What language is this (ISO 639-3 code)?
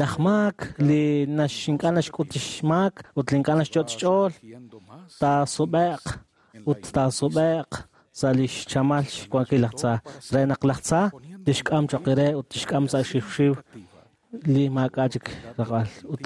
kek